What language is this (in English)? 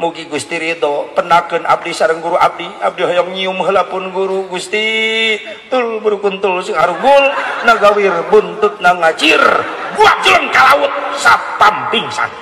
Sundanese